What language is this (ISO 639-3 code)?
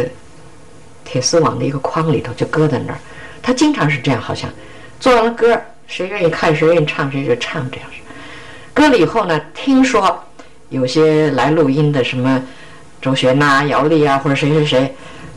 zho